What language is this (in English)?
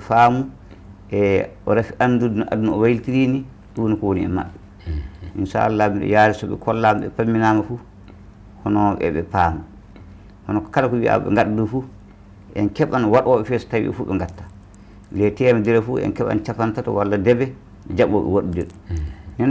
Fula